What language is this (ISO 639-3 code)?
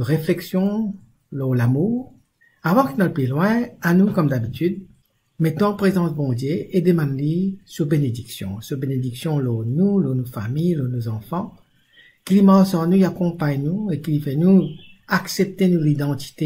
mfe